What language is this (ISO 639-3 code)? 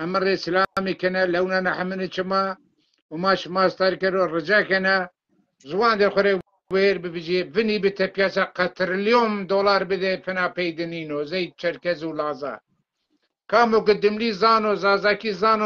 zza